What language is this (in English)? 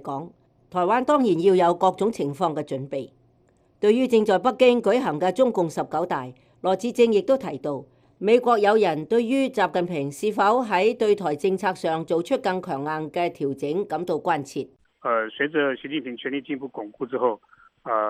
Cantonese